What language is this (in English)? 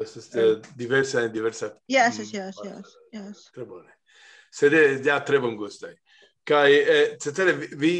Esperanto